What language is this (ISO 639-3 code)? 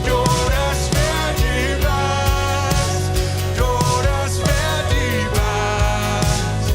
pdt